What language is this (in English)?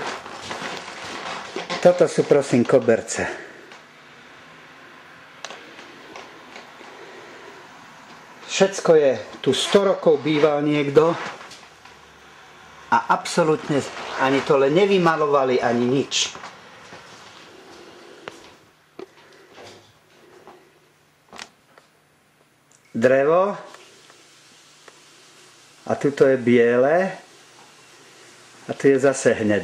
Slovak